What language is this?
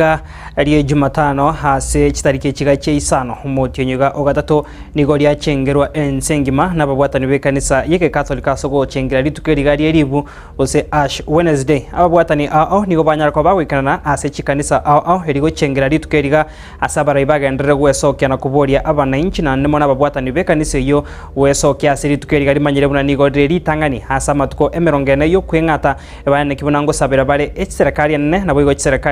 Gusii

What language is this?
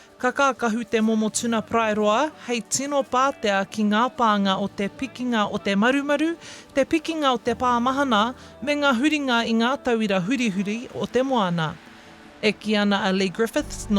Māori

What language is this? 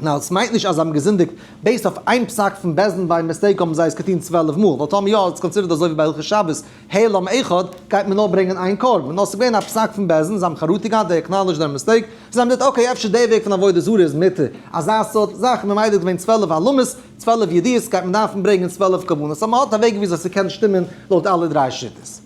Yiddish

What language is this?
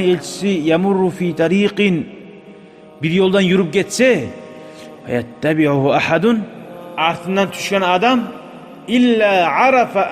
Kumyk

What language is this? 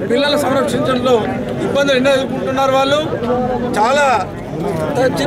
Telugu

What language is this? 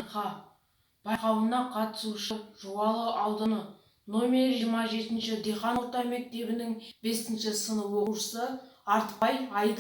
Kazakh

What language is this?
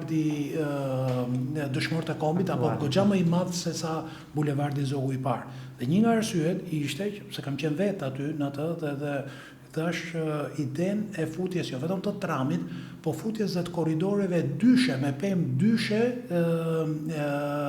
Albanian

